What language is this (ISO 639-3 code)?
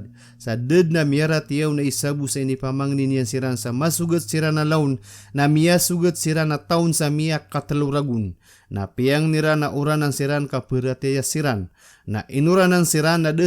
mrw